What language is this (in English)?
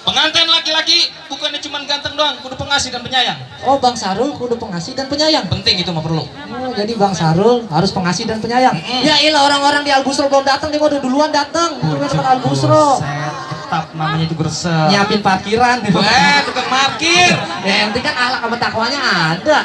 Betawi